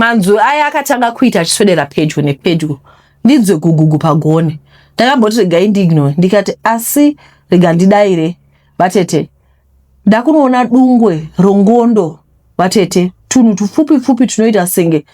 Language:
Shona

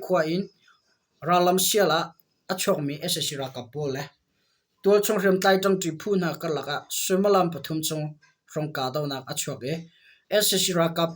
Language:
Hakha Chin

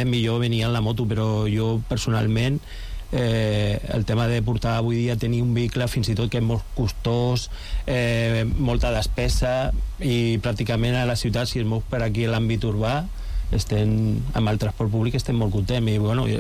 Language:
Catalan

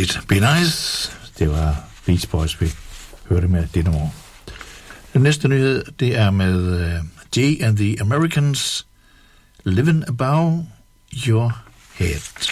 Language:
Danish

